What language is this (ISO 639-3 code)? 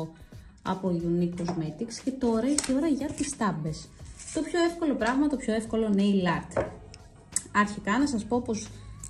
ell